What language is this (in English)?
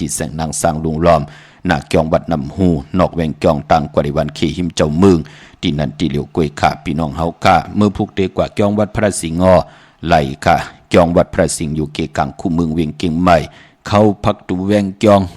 Shan